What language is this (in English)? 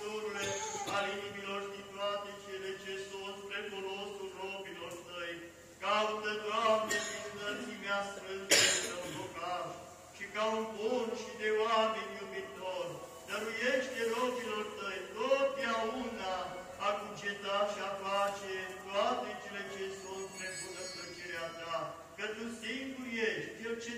Romanian